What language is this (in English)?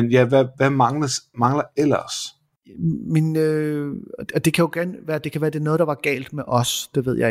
Danish